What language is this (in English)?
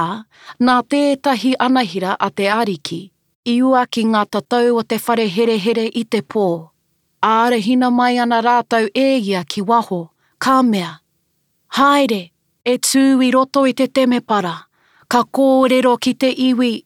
Māori